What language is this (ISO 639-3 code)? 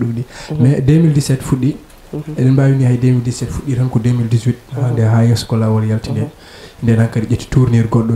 ful